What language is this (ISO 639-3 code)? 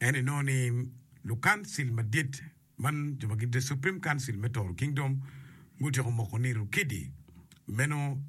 ach